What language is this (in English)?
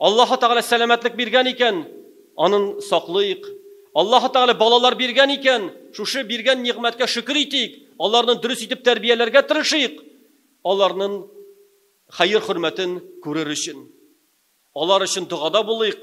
Tatar